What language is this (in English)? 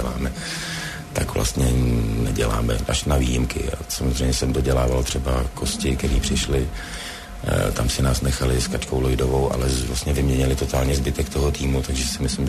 Czech